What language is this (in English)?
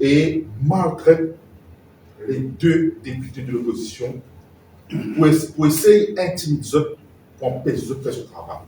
Morisyen